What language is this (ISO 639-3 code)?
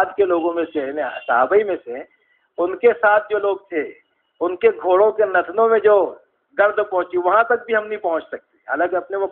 urd